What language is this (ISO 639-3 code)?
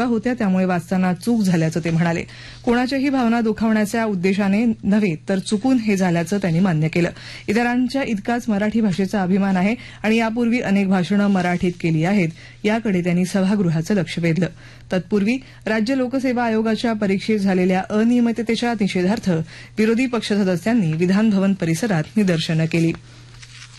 mar